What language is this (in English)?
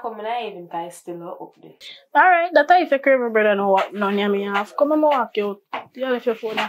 Jamaican Creole English